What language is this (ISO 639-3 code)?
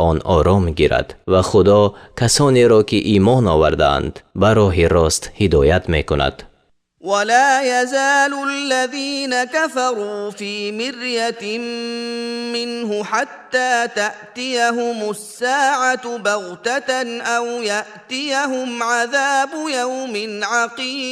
tgk